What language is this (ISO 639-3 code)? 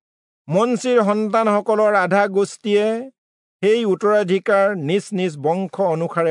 asm